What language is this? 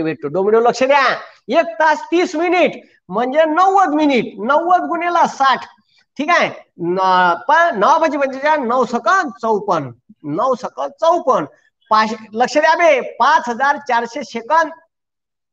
Marathi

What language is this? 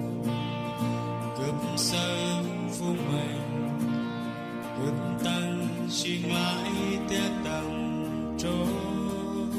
Central Mnong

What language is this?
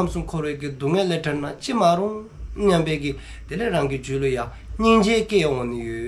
Dzongkha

